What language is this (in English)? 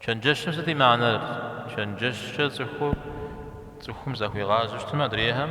Kabardian